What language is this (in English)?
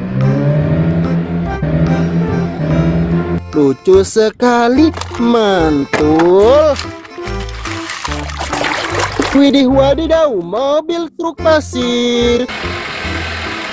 Indonesian